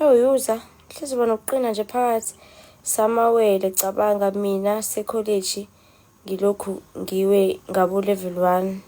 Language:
Zulu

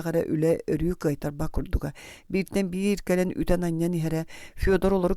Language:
Yakut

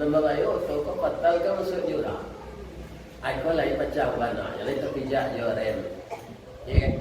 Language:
Minangkabau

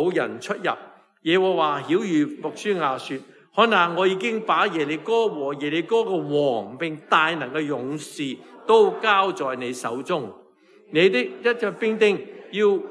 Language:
Cantonese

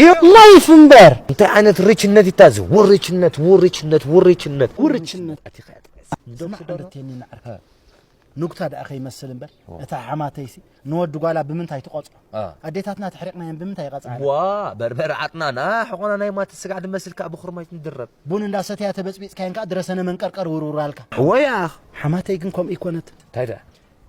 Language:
Tigrinya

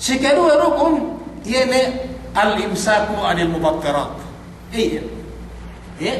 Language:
Yakan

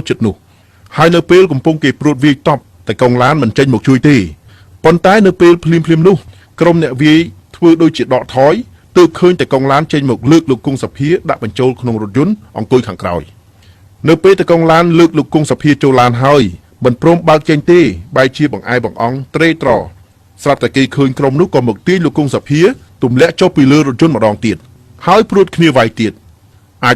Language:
Khmer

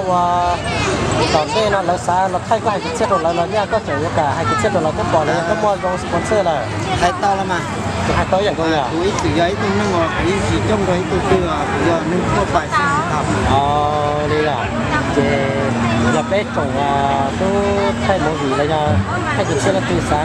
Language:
Hmong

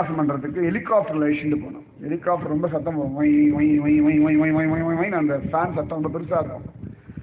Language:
Tamil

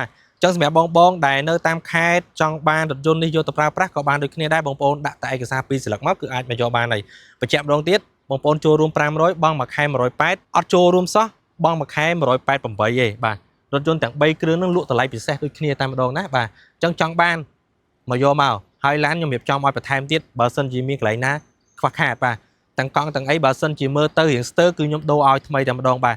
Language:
Khmer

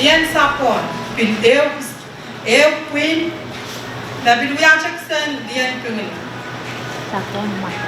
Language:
Pohnpeian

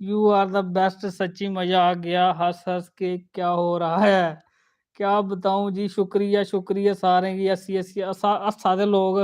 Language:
Dogri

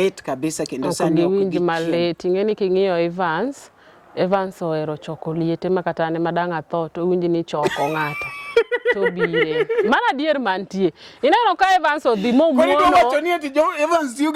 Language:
Luo (Kenya and Tanzania)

